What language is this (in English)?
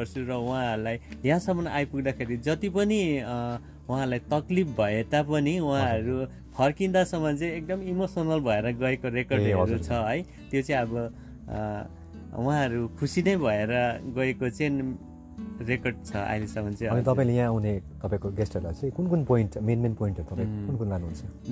Nepali